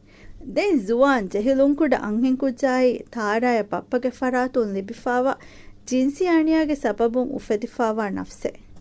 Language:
Divehi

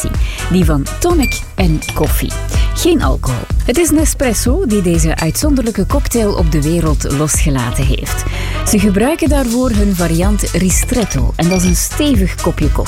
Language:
Dutch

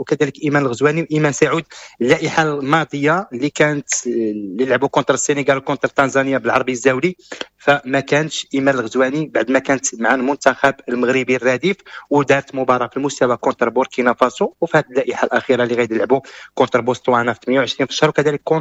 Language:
Moroccan Arabic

